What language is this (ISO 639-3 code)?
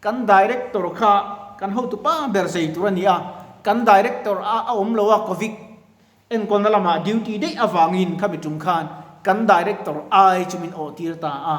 lus